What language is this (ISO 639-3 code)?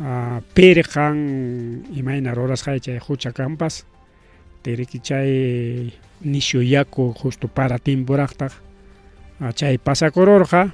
quy